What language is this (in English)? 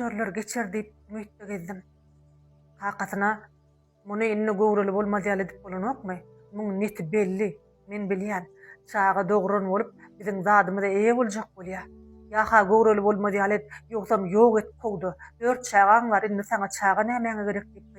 Turkmen